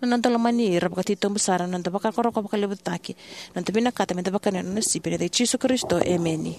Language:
Fijian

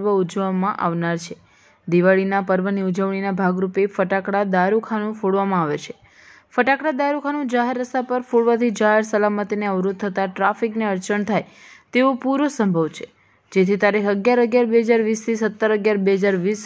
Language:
Gujarati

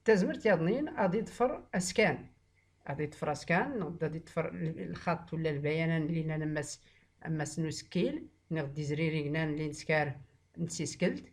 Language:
Tachelhit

